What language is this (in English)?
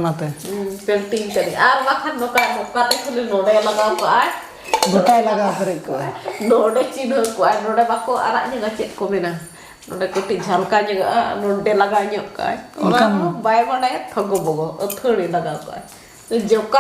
Santali